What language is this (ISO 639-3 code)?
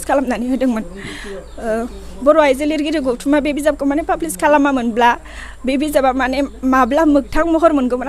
brx